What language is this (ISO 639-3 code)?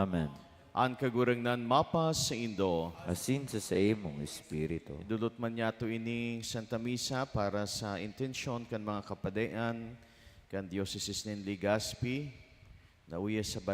bik